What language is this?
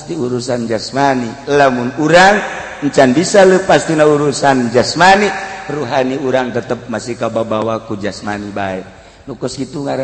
Sundanese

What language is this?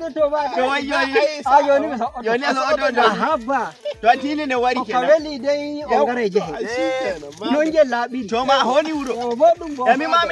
Nigerian Fulfulde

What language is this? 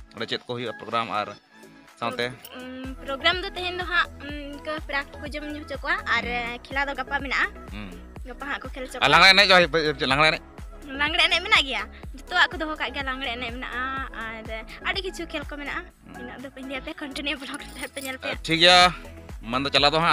Santali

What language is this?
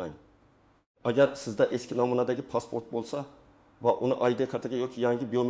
Uzbek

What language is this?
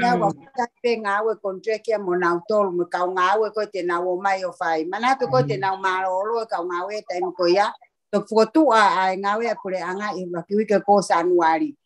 Tongan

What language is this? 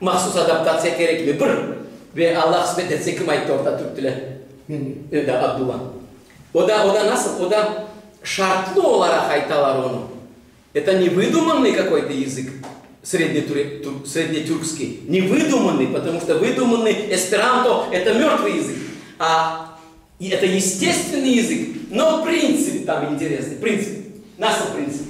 Crimean Tatar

